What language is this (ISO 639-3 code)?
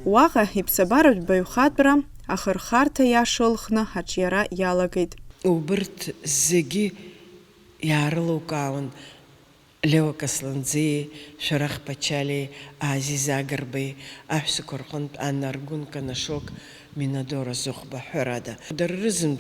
abk